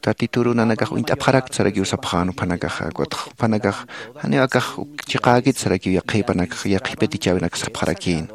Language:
Aymara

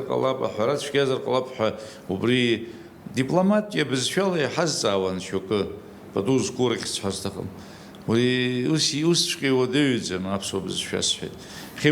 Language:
Abkhazian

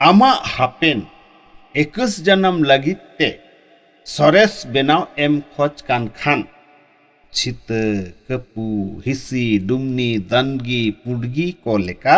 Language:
Santali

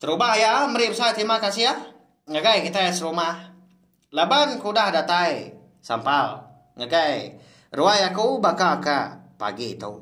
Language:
Iban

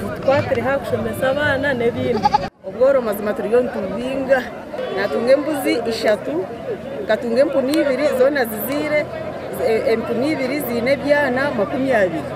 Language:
Nyankole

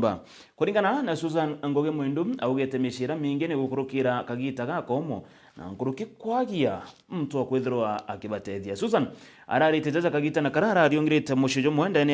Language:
Meru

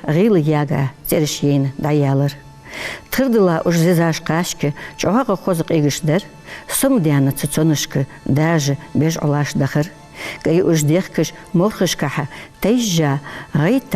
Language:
Ingush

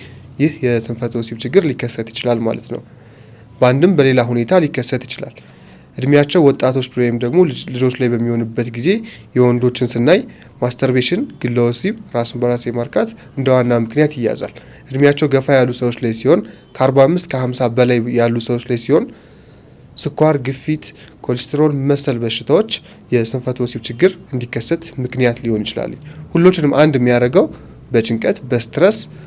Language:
Amharic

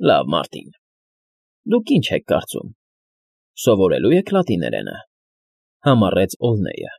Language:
Armenian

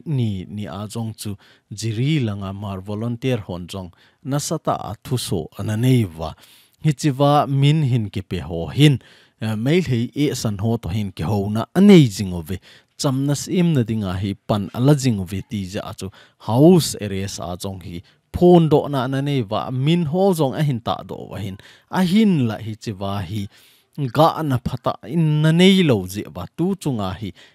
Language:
Thado Chin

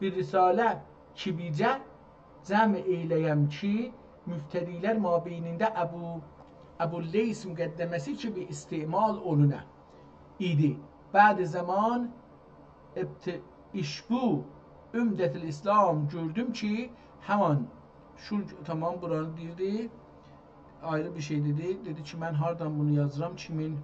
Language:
South Azerbaijani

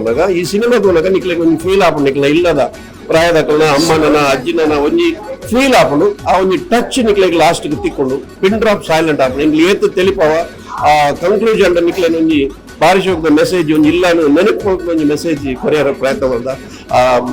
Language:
Tulu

